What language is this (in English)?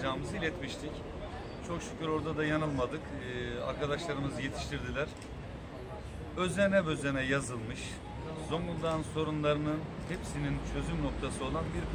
Turkish